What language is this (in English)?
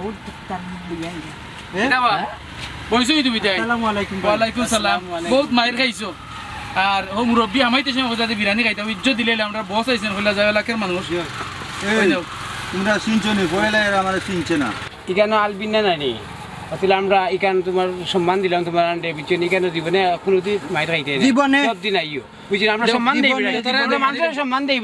Sylheti